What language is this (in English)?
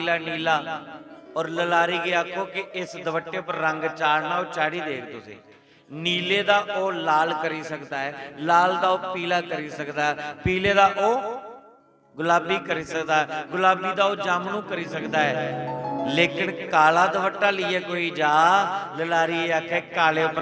Dogri